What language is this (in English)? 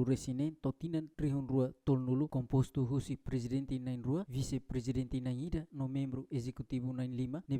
Tetum